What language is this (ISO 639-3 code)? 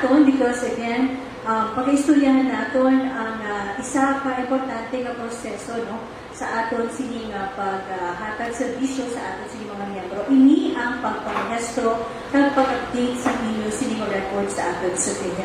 hil